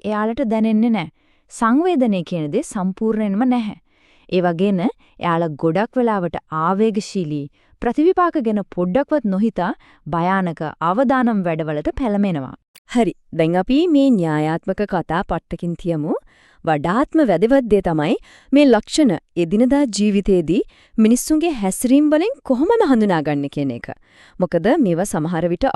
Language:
Sinhala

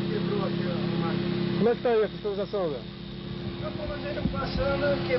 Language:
Portuguese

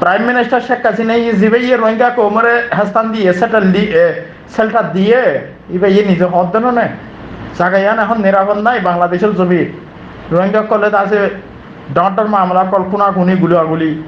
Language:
Rohingya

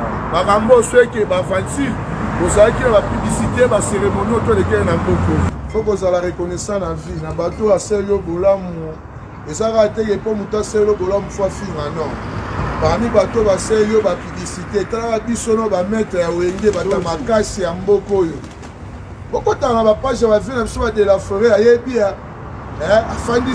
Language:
Lingala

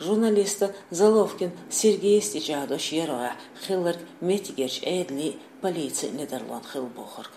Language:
Chechen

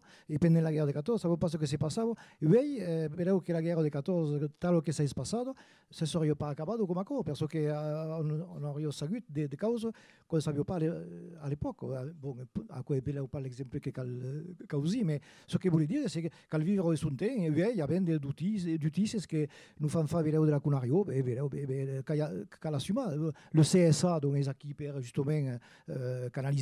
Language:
Occitan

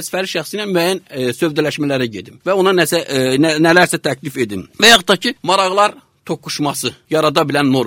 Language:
Azerbaijani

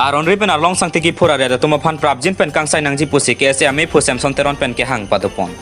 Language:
Karbi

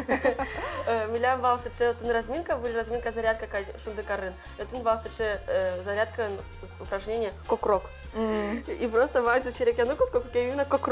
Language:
Udmurt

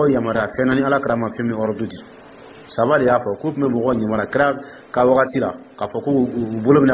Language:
Dyula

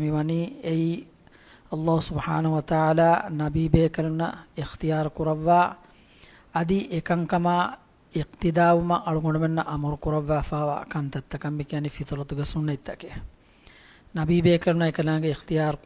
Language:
Divehi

